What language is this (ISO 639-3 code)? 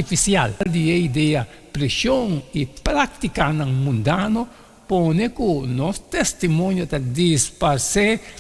pap